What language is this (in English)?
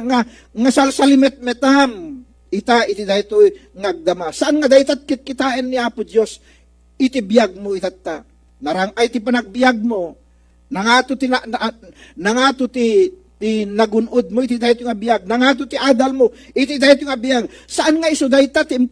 Iloko